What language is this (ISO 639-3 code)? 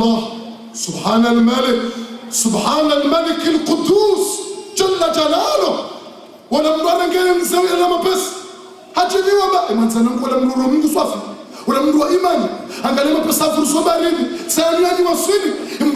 zdj